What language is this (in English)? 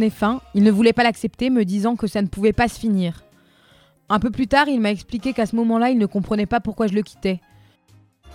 French